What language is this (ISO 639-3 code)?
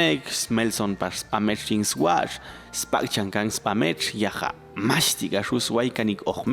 jac